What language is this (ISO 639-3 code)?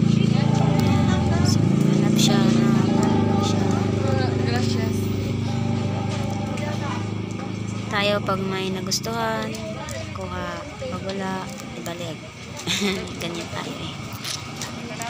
fil